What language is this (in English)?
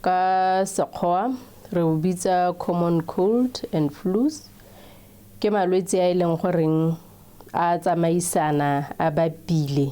Tswana